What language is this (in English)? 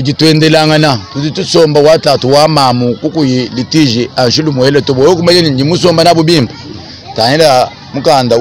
Luba-Lulua